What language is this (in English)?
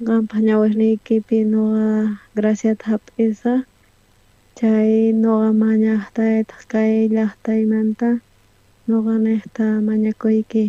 South Bolivian Quechua